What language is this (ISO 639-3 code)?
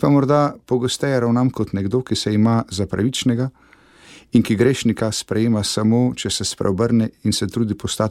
slv